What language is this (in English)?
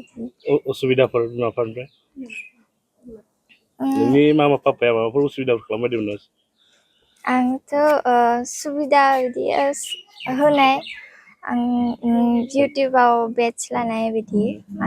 Bodo